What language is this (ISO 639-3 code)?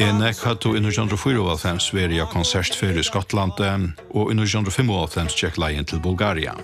fao